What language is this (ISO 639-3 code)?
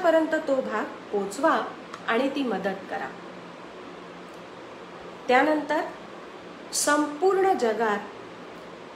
mar